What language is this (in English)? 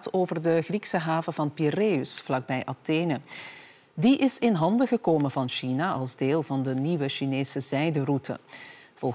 Dutch